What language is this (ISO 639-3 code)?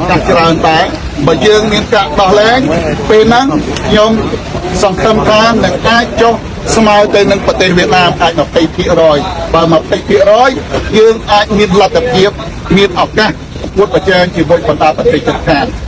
khm